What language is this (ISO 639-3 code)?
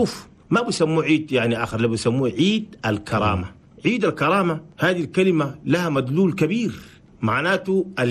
shu